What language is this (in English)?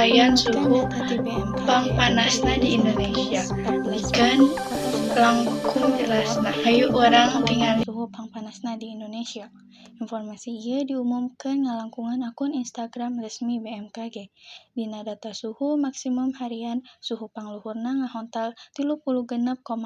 Sundanese